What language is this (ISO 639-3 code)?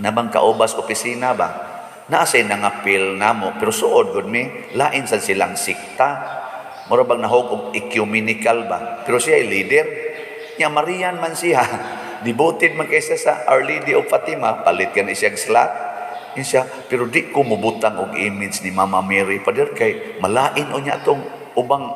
ceb